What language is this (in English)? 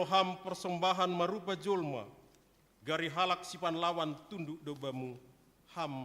Batak Simalungun